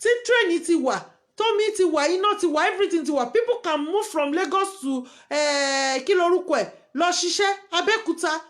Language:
Yoruba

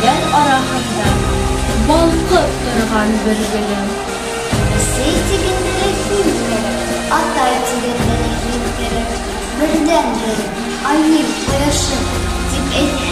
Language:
Bashkir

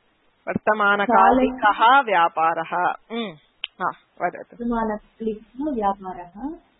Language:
Sanskrit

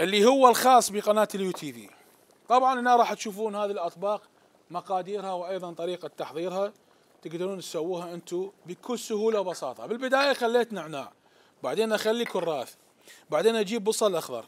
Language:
Mesopotamian Arabic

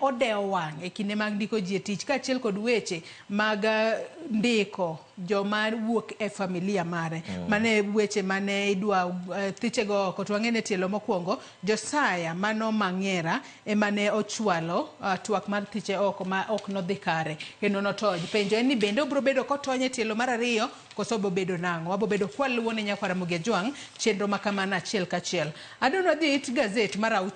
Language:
Luo (Kenya and Tanzania)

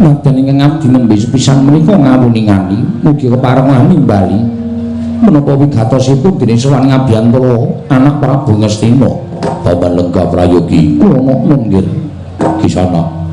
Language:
Javanese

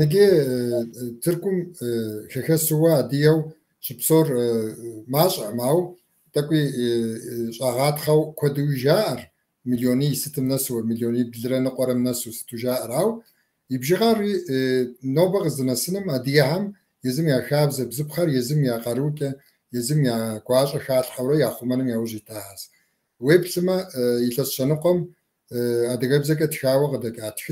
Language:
Kabardian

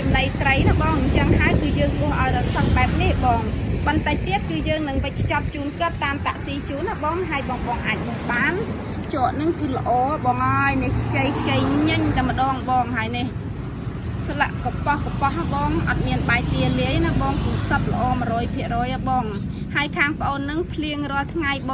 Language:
Khmer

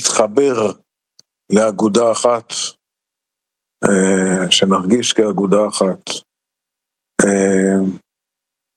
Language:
Hebrew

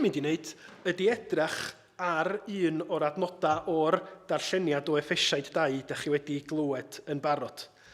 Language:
Welsh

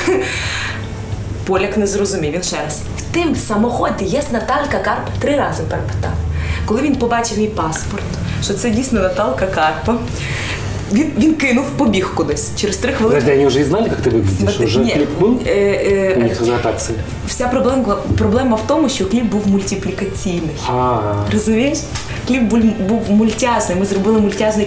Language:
Ukrainian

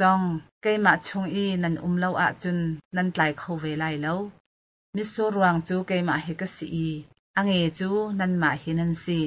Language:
Hakha Chin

